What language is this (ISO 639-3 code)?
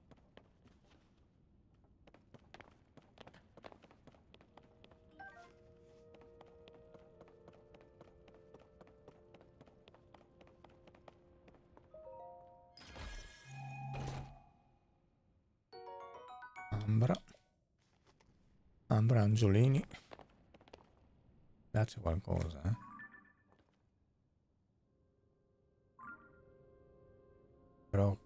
ita